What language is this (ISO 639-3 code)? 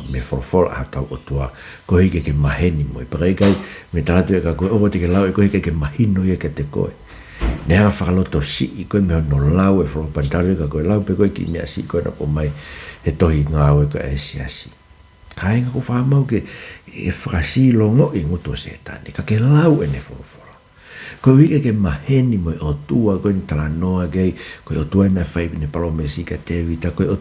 ton